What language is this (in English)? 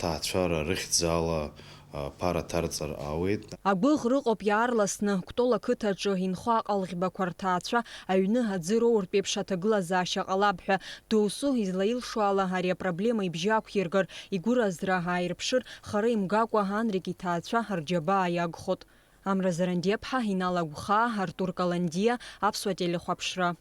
Abkhazian